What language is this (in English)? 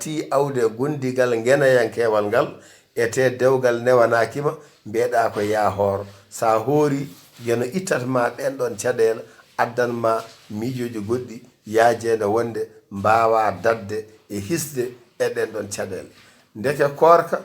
Fula